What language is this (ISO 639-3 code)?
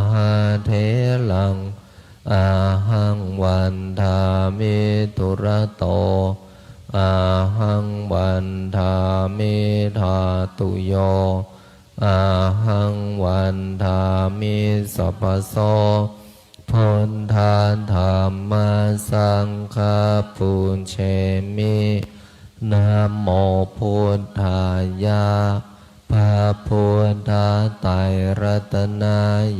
pli